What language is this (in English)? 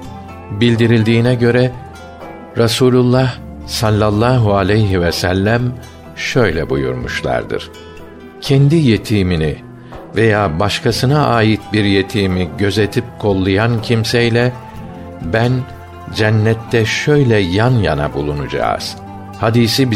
Turkish